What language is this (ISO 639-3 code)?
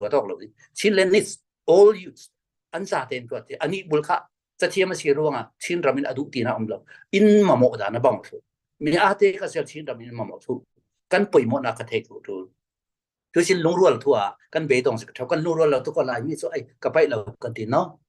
cfm